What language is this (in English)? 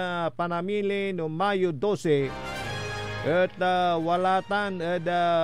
Pangasinan